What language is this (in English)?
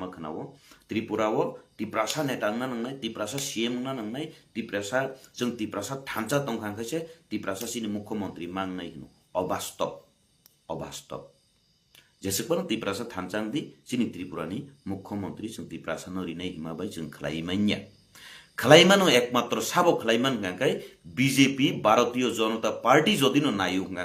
Kok Borok